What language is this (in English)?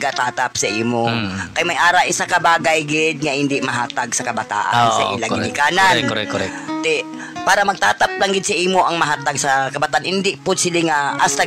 Hiligaynon